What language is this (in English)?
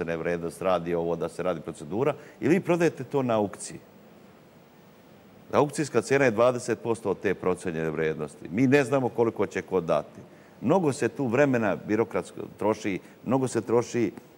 Serbian